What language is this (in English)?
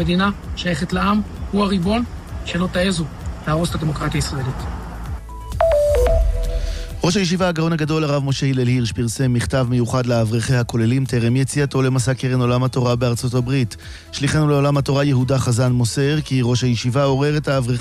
Hebrew